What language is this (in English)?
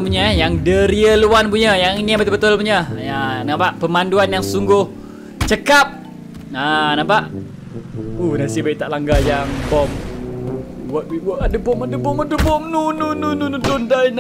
Malay